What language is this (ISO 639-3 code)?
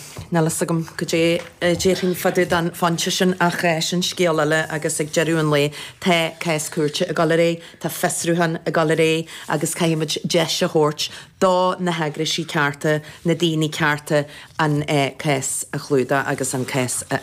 gle